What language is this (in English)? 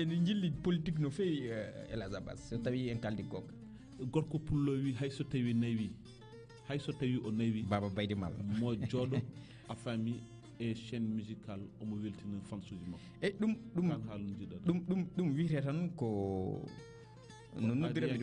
Fula